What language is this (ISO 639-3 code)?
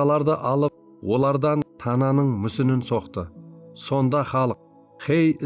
kaa